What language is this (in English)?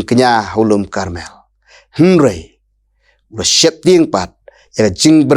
Khasi